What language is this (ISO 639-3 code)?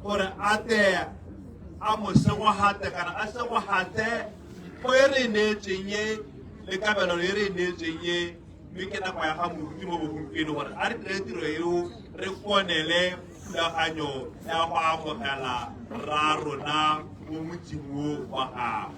tsn